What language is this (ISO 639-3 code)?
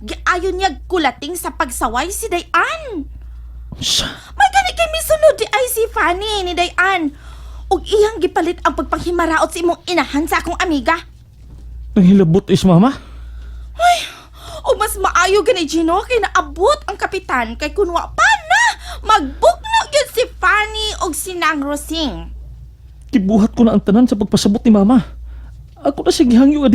ceb